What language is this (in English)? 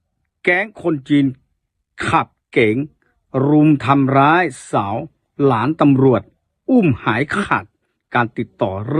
S'gaw Karen